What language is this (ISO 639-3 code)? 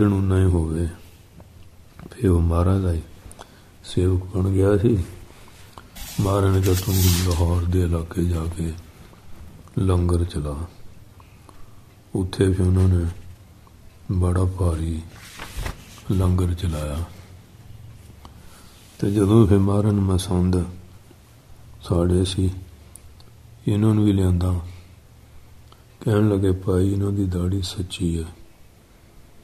pan